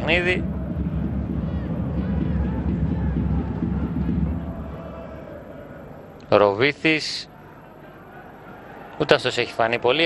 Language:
Greek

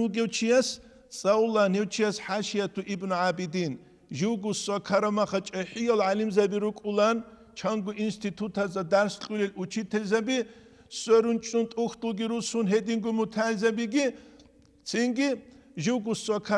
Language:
Avaric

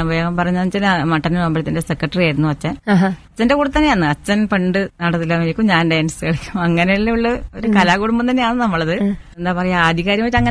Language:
Malayalam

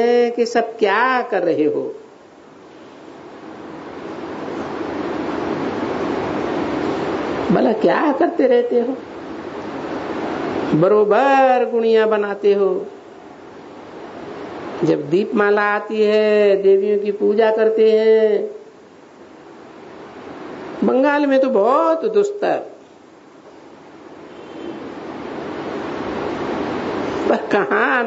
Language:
Hindi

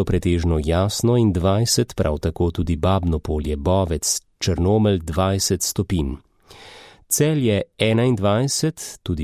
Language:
Slovenian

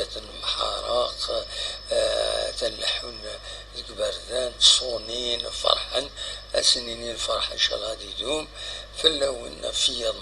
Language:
Kabyle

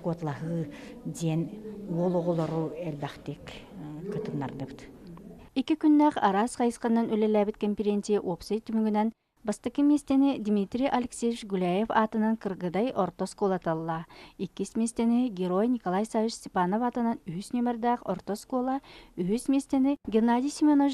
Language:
Yakut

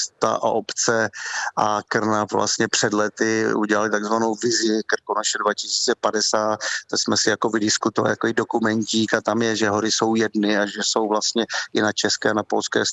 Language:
Czech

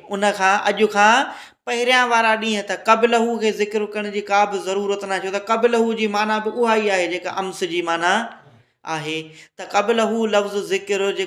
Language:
Sindhi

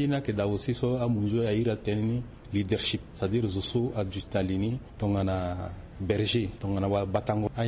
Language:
Sango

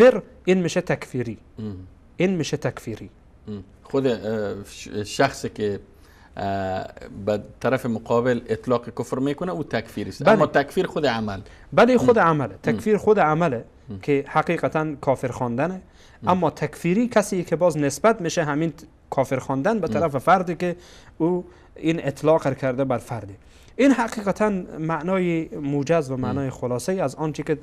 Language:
Persian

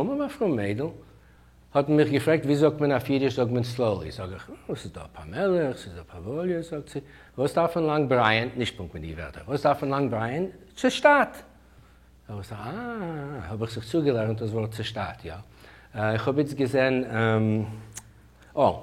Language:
Yiddish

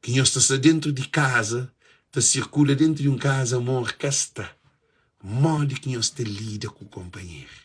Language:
Kabuverdianu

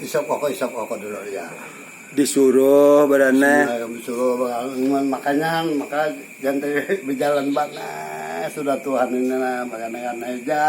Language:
Banjar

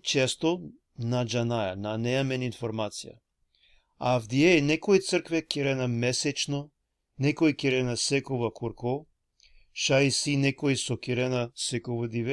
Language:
Balkan Romani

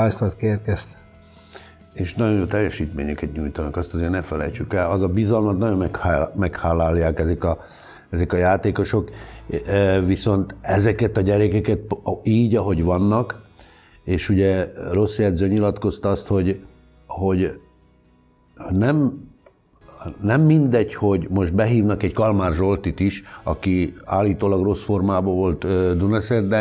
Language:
Hungarian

